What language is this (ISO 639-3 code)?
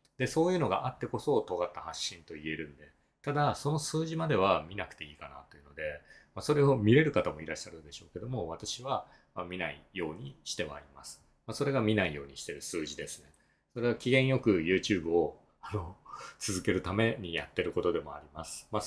jpn